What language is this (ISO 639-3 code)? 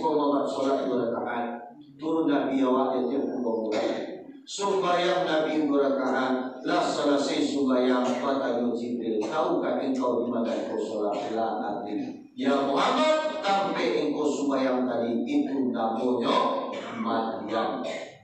min